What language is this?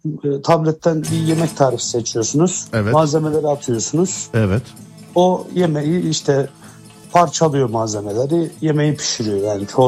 Turkish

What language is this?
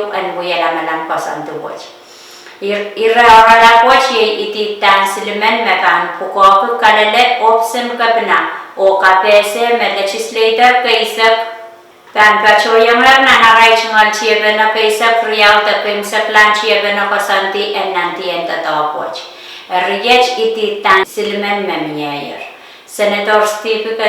Pohnpeian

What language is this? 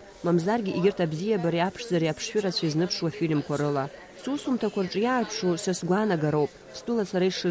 Abkhazian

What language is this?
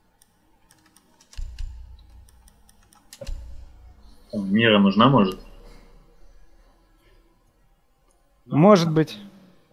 Russian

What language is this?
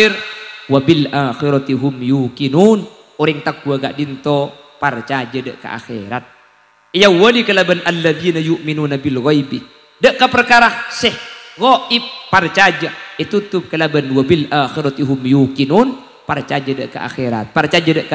Madurese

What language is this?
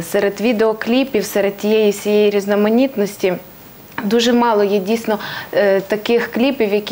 Ukrainian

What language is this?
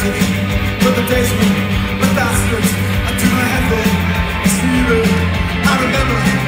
English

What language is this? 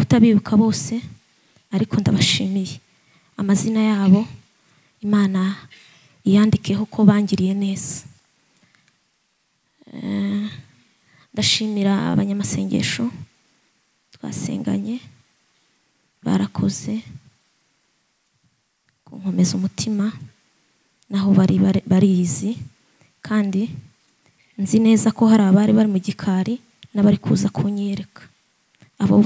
Kinyarwanda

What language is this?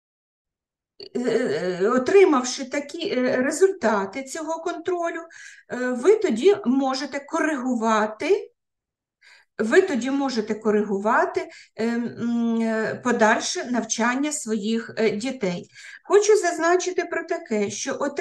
Ukrainian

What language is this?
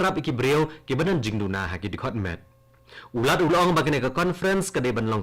Khasi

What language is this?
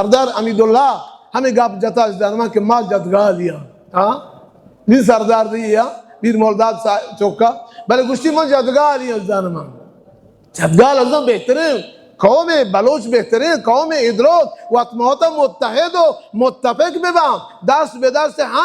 Baluchi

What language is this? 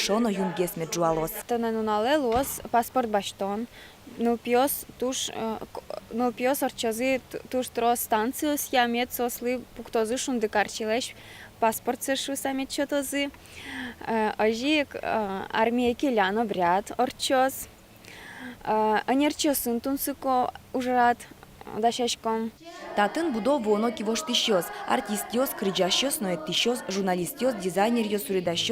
Udmurt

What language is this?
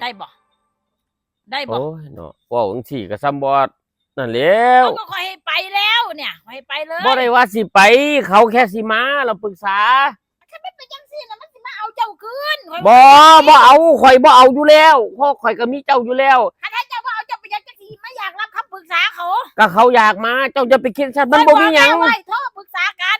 Northeastern Thai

